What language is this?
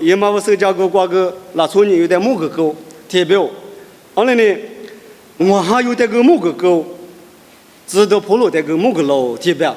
Lisu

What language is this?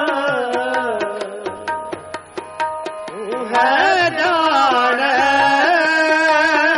Punjabi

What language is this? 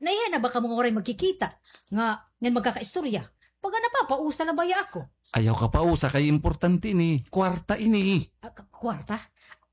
Waray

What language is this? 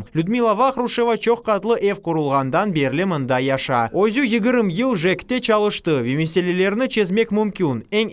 Crimean Tatar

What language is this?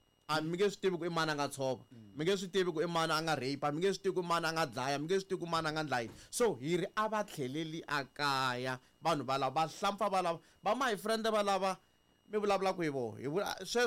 Tsonga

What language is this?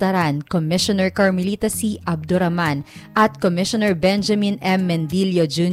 Filipino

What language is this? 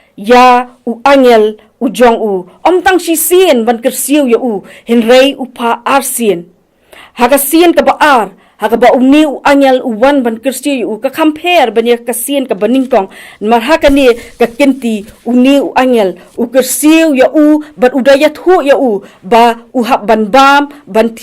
Khasi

